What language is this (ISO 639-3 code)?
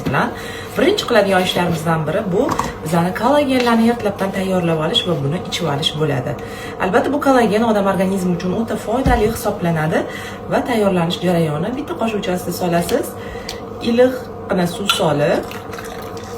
uzb